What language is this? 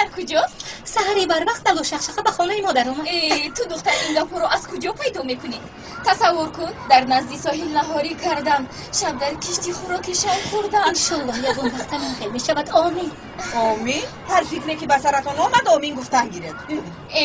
Tajik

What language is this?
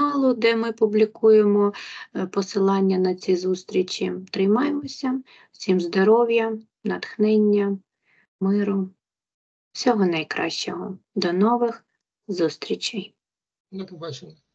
Ukrainian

